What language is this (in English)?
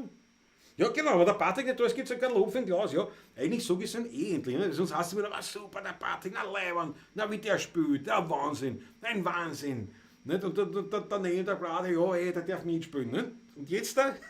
Bavarian